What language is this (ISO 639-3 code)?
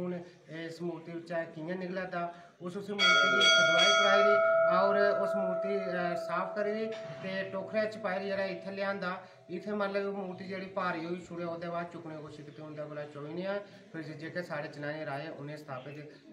doi